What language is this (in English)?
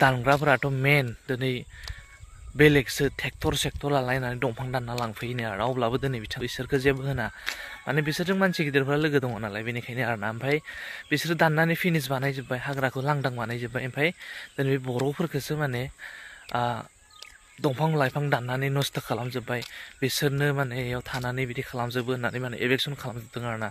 Bodo